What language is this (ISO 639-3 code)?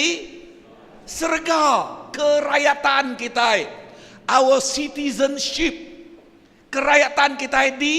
iba